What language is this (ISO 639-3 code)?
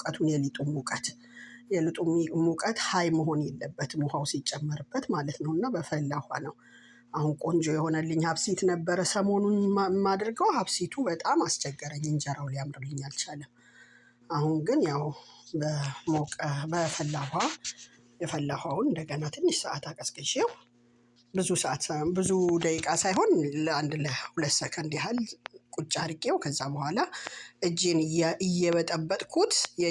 amh